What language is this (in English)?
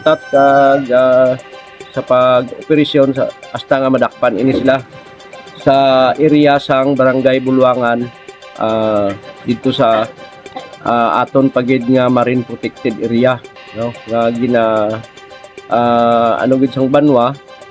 Hiligaynon